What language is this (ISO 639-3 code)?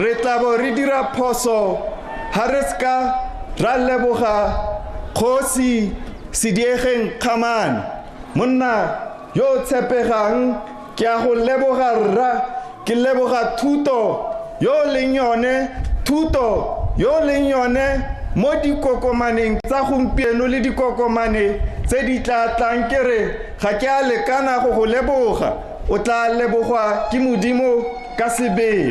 tsn